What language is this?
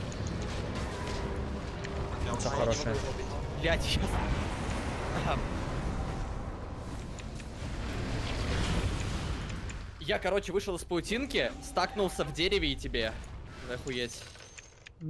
Russian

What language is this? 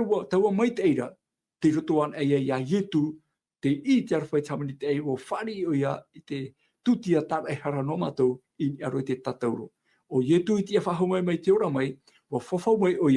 Tahitian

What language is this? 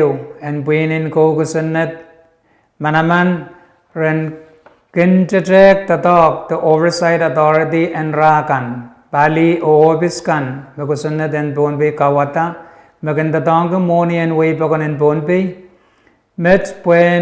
Pohnpeian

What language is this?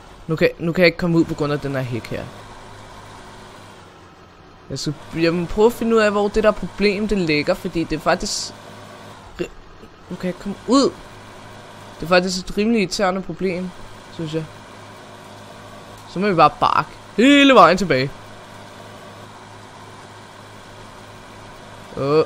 Danish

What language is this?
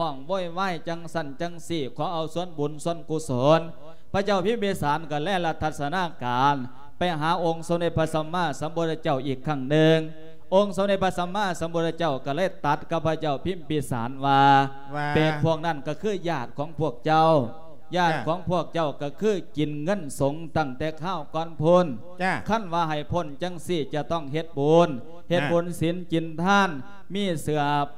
Lao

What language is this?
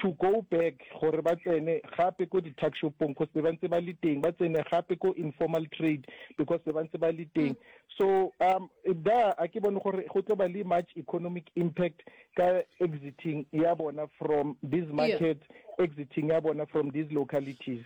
Northern Sotho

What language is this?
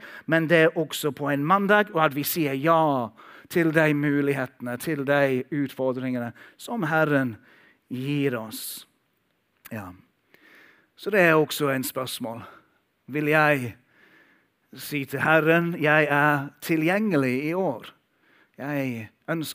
Norwegian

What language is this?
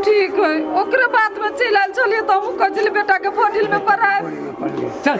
Maithili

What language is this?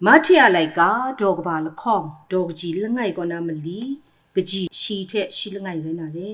Kachin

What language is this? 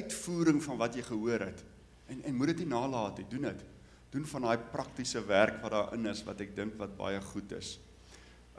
Afrikaans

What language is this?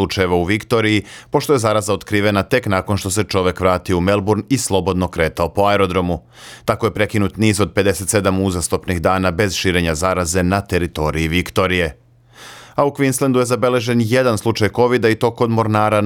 Serbian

